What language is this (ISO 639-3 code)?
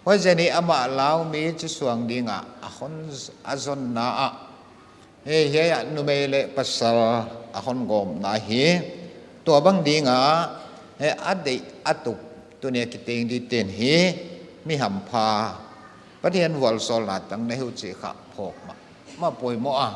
pck